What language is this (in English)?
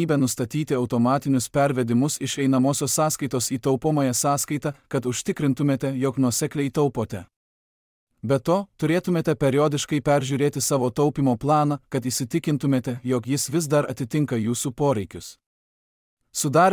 Lithuanian